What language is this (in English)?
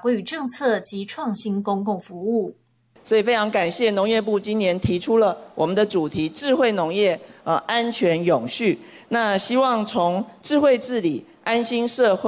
Chinese